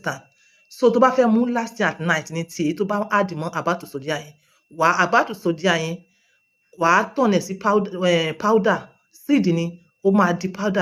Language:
Yoruba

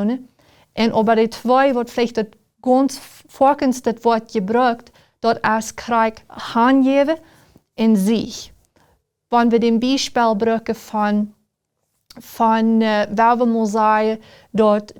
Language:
Plautdietsch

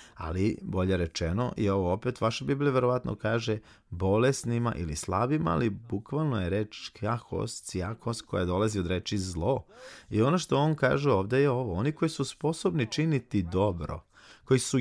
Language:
Serbian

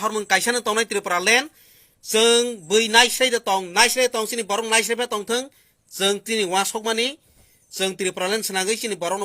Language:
Kok Borok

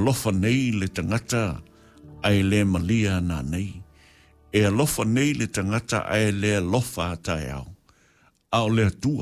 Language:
Samoan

